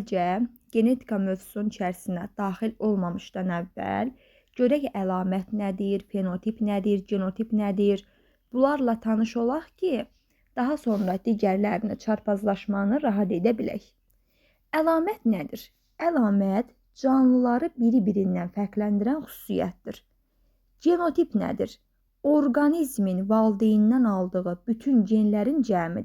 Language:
Azerbaijani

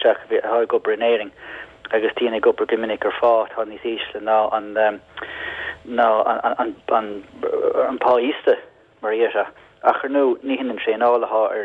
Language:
Irish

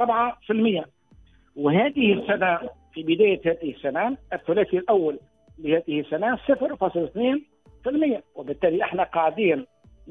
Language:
Tunisian Arabic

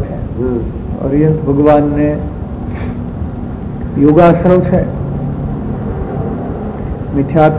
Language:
Gujarati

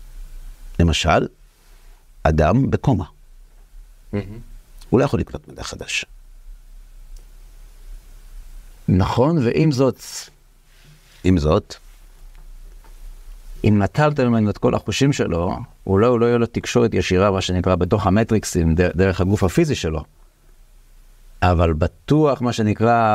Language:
Hebrew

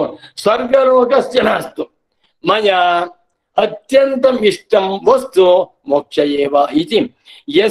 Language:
Sanskrit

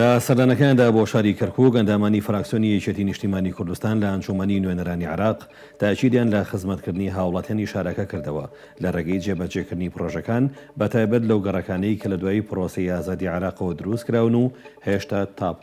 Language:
Central Kurdish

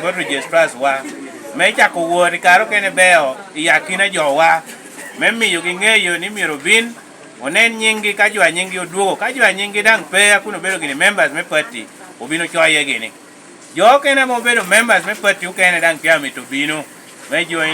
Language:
Lango (Uganda)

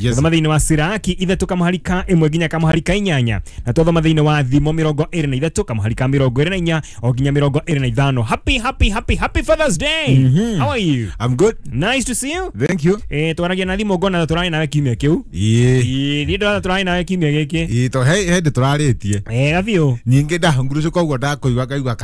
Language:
Kikuyu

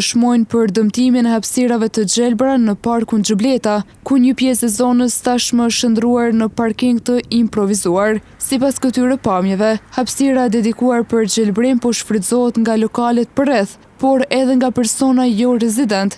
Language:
Albanian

